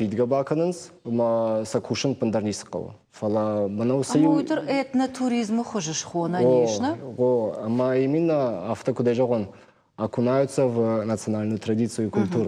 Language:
Ossetic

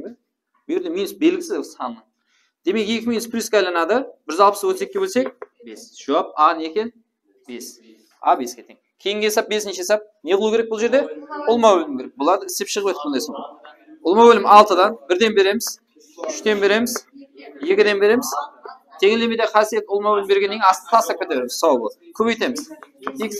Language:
Kara-Kalpak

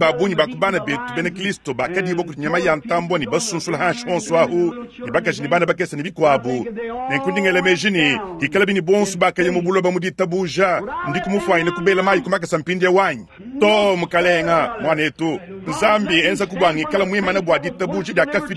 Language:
Luba-Lulua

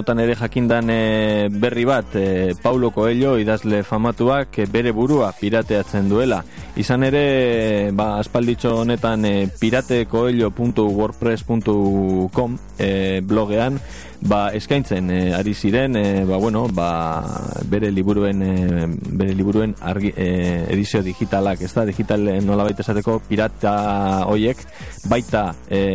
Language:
Basque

